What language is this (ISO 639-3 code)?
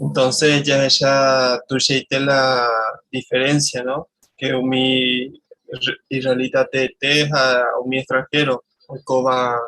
grn